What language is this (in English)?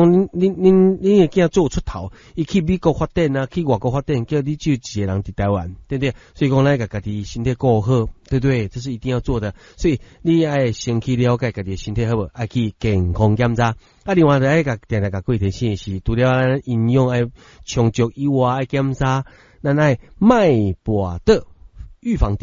Min Nan Chinese